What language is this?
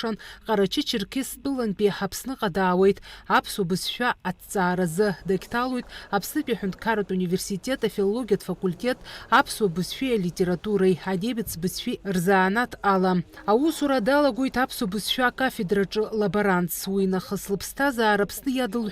Abkhazian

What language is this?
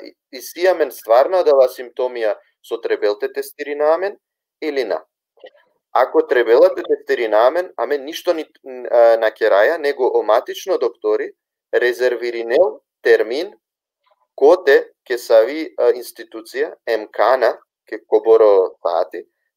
Balkan Romani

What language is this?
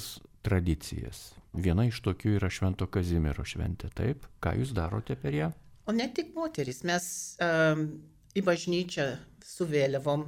Lithuanian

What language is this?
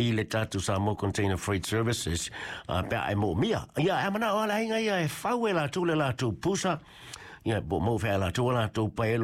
Samoan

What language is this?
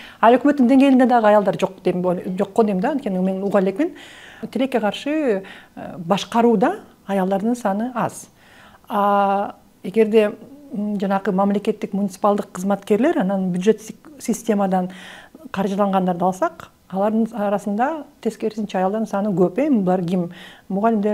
Kyrgyz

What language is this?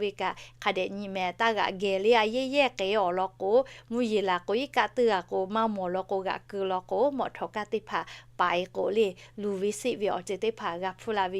Lahu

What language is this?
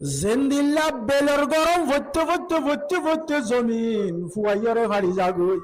Rohingya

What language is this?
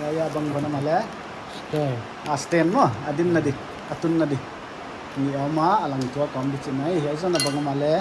Paite Chin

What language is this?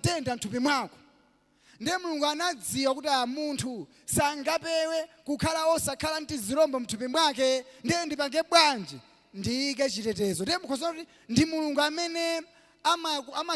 Nyanja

